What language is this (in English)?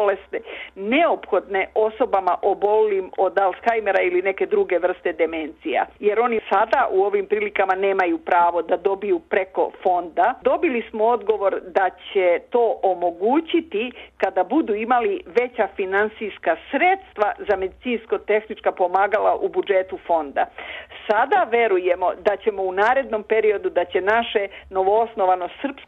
Serbian